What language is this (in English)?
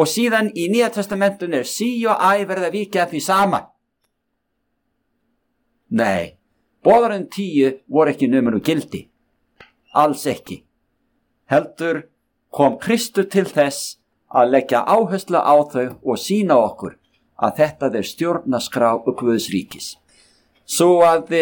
Icelandic